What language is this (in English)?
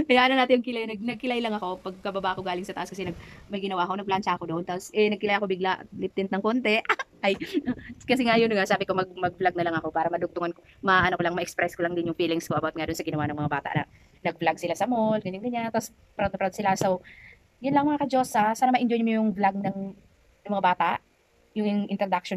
Filipino